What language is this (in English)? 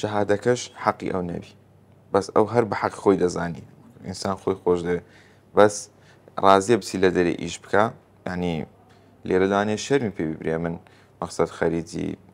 Central Kurdish